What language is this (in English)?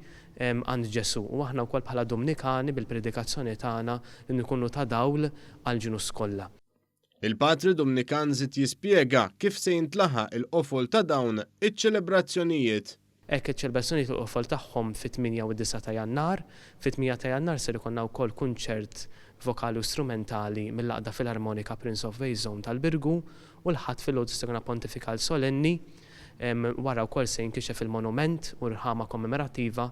Maltese